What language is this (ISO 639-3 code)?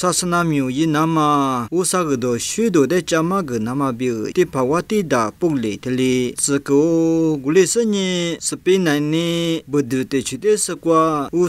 lis